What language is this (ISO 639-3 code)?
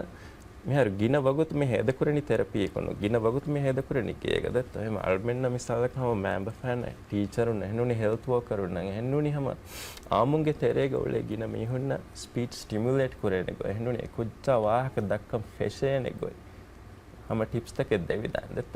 div